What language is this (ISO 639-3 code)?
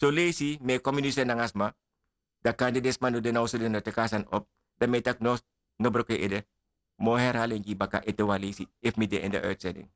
srn